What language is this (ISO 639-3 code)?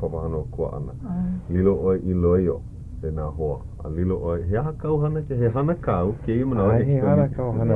haw